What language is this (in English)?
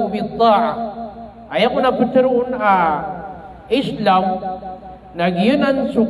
Maranao